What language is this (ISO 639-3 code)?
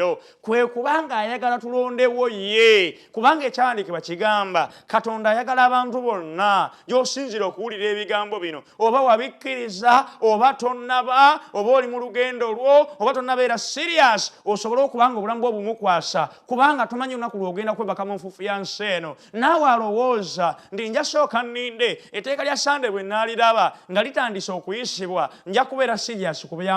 lug